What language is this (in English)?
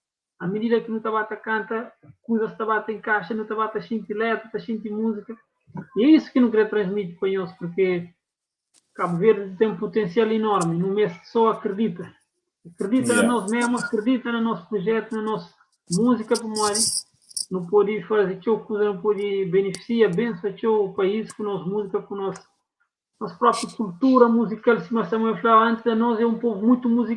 Kabuverdianu